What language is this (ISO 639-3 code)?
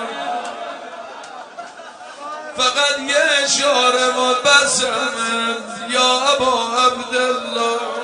fas